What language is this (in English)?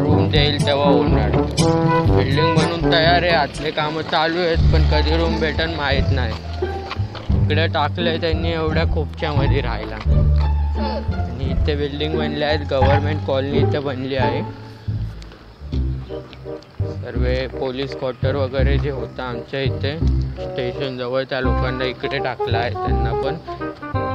Marathi